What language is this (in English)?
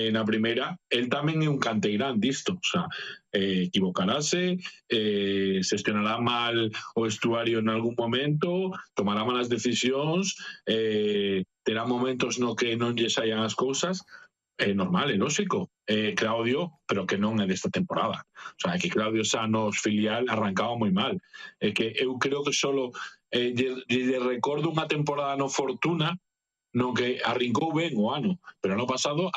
Galician